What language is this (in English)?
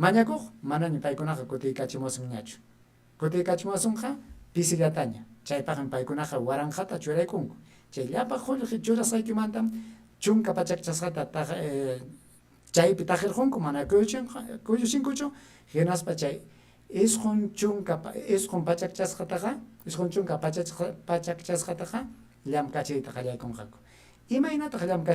Ayacucho Quechua